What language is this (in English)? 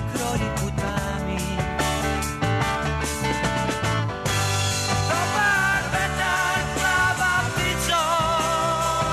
Serbian